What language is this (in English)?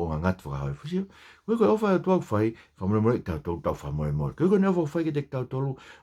Tongan